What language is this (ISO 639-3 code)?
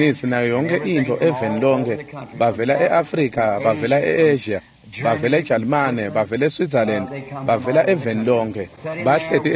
ssw